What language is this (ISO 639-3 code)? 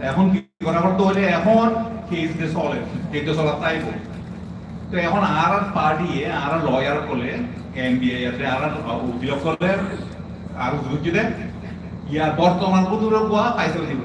rhg